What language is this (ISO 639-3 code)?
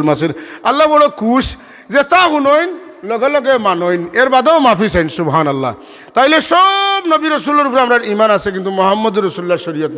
syl